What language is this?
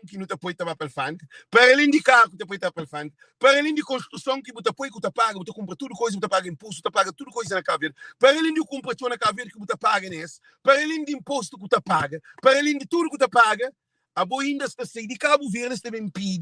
Kabuverdianu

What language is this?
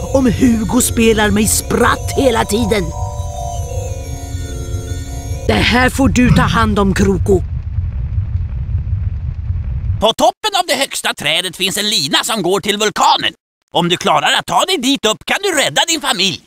Swedish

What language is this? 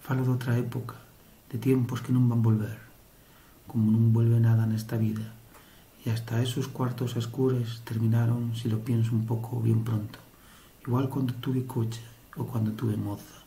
Asturian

